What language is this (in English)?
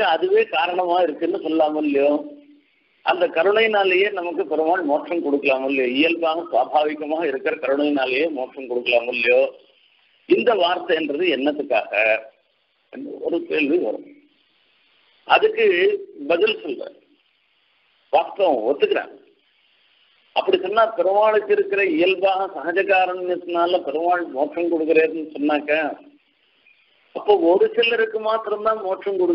Tamil